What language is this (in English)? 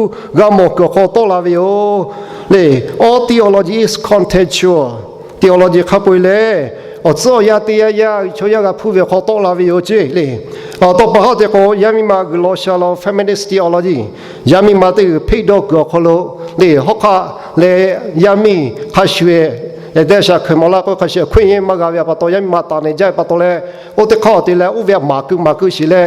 Lahu